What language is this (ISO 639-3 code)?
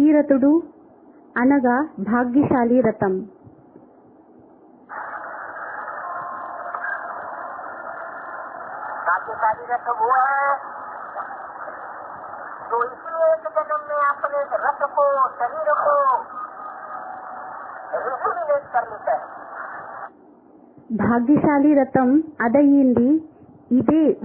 tel